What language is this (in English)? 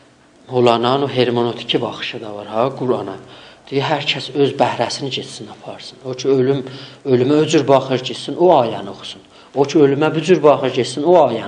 South Azerbaijani